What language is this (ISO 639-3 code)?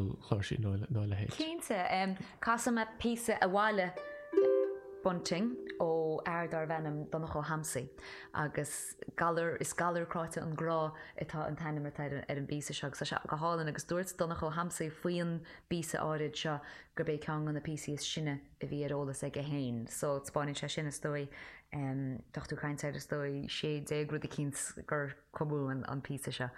gle